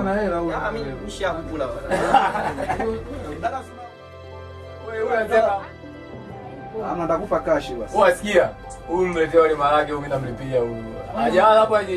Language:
Swahili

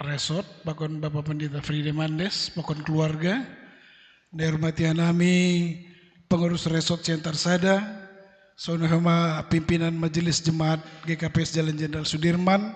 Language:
Batak Simalungun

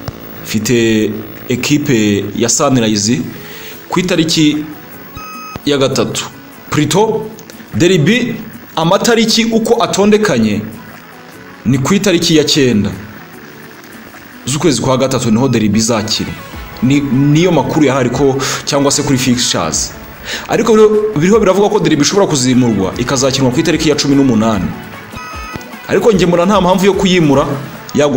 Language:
Kinyarwanda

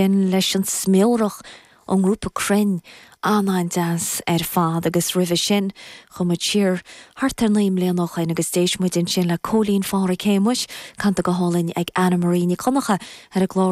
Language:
Irish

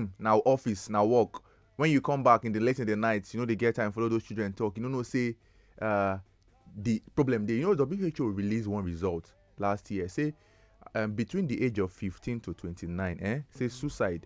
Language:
Nigerian Pidgin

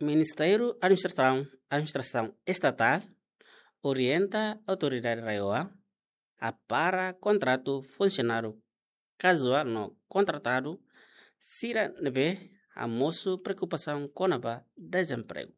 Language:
Tetum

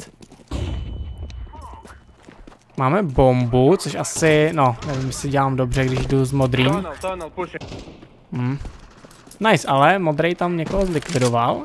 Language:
Czech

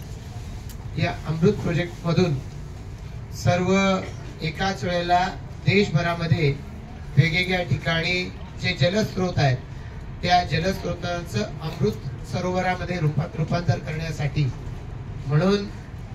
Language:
Marathi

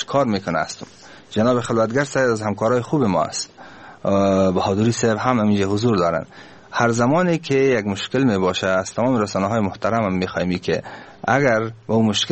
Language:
Persian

